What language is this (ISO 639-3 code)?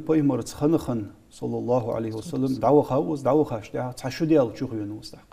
inh